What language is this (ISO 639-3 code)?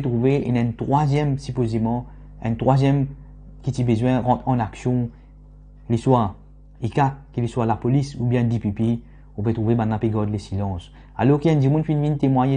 mfe